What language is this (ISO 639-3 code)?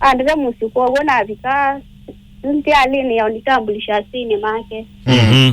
kam